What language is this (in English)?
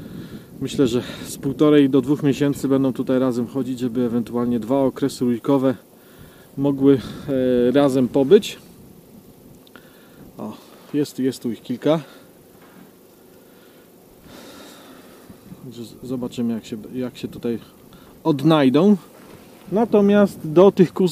Polish